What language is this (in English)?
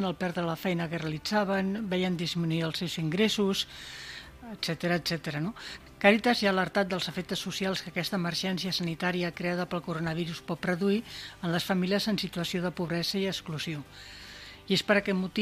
Catalan